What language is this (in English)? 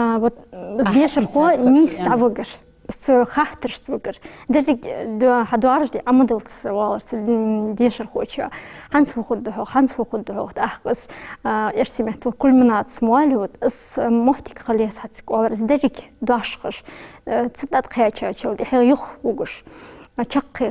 Ingush